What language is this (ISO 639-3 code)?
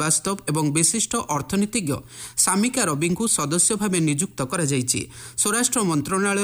ori